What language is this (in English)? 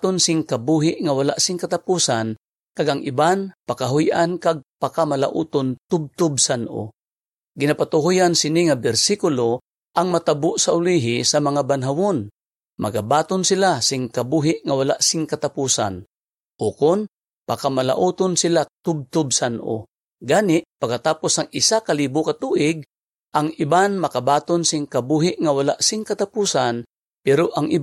Hiligaynon